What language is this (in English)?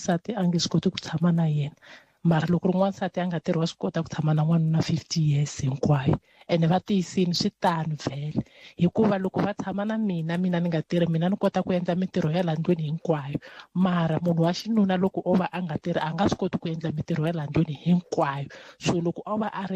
Tsonga